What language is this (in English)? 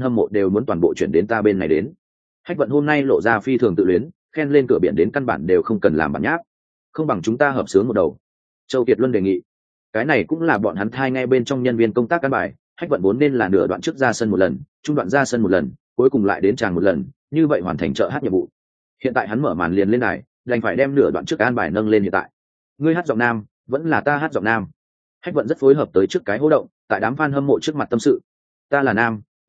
Vietnamese